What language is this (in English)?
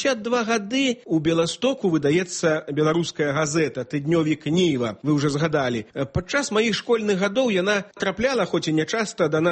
Belarusian